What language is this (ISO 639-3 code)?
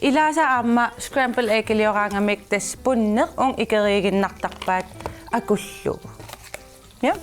kal